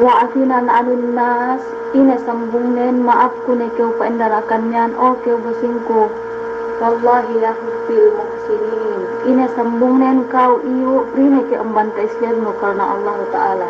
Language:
Yakan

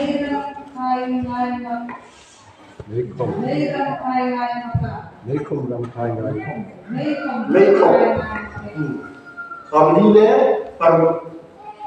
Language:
Vietnamese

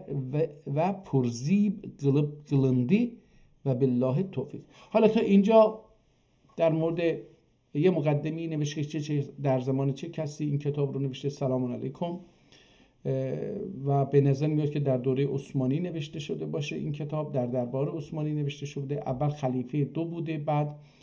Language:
South Azerbaijani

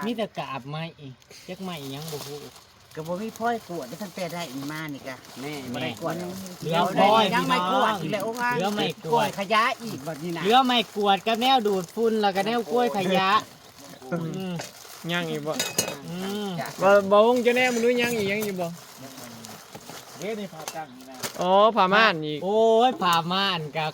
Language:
Northeastern Thai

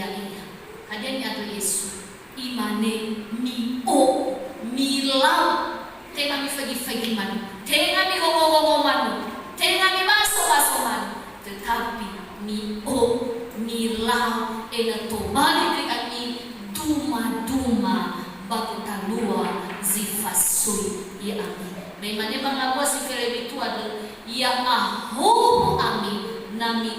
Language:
Nias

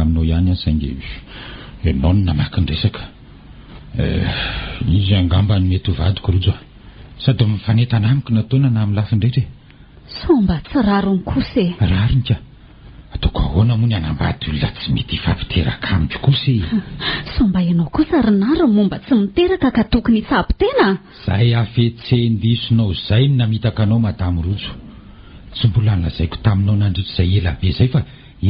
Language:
Malagasy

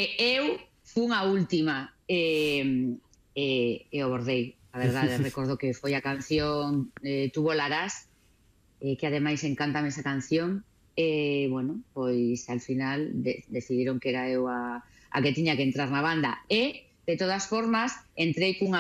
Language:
Galician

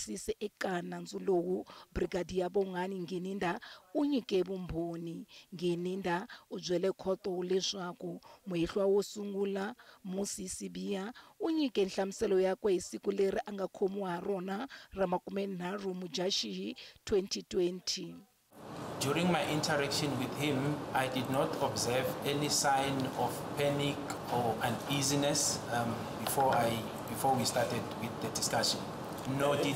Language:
Tsonga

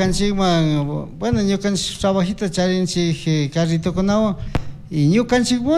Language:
Chimborazo Highland Quichua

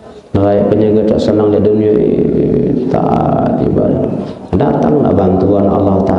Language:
Sasak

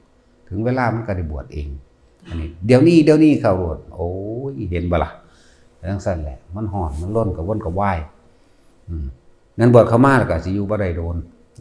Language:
Northeastern Thai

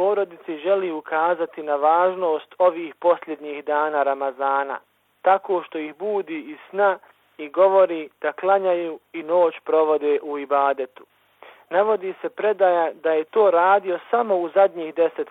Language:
Bosnian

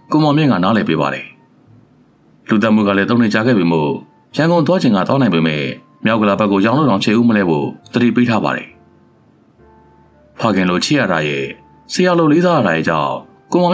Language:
Burmese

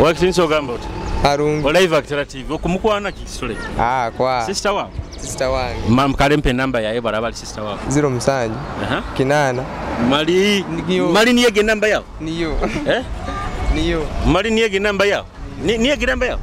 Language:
Nyoro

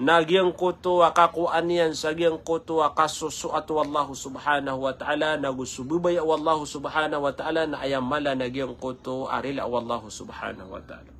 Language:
Maranao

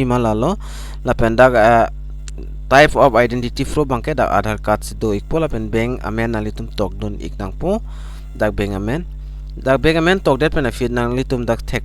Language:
Karbi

